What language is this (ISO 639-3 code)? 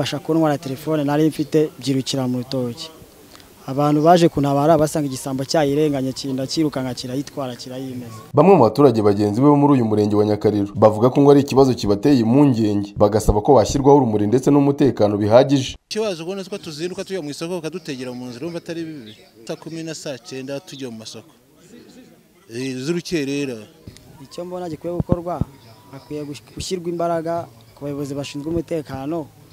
kin